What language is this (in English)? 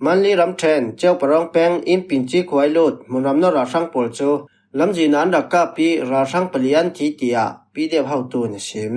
Falam Chin